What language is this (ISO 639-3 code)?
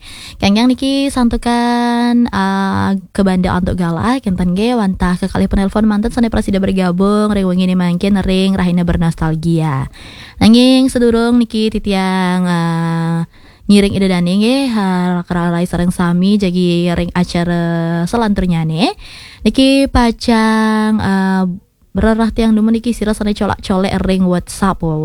ban